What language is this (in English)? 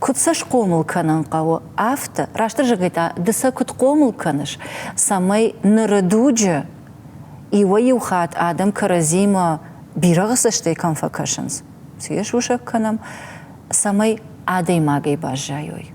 Ossetic